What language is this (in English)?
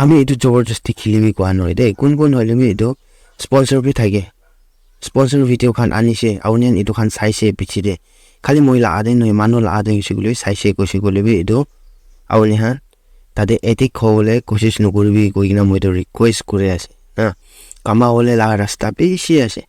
Naga Pidgin